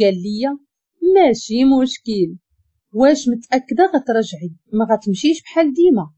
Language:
Moroccan Arabic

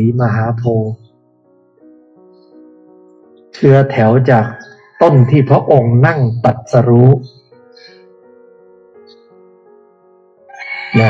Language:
Thai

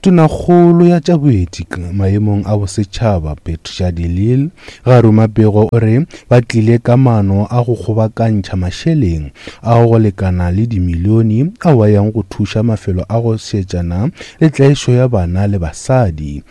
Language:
Northern Sotho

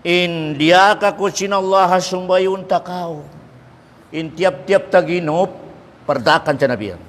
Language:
Tausug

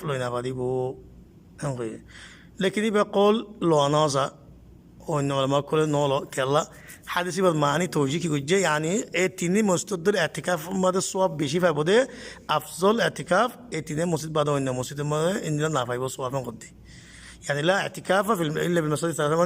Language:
Rohingya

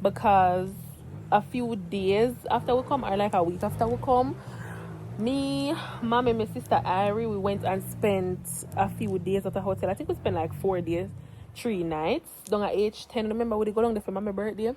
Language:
Jamaican Creole English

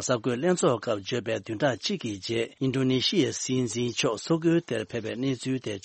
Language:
Tibetan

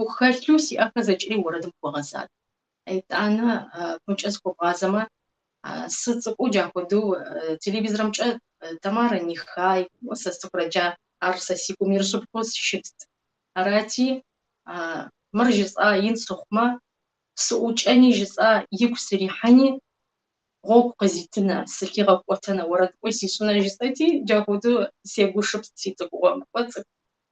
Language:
Kabardian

